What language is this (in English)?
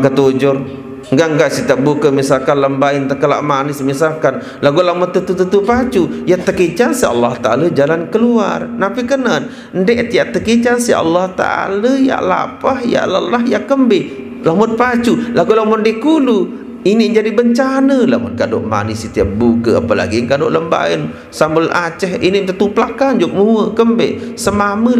Sasak